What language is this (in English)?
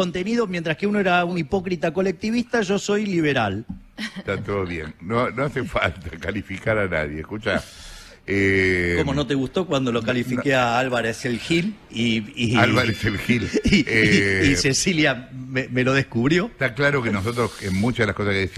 Spanish